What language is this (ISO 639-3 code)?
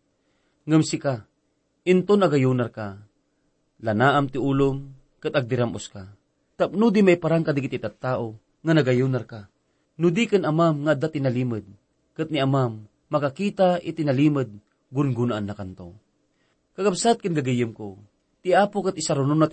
ilo